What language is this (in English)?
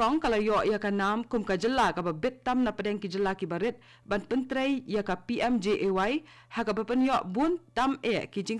Khasi